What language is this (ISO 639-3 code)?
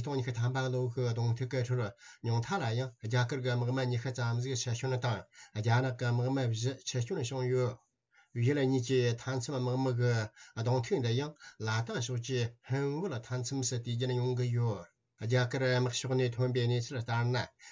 bod